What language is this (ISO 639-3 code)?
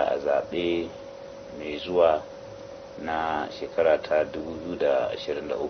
hau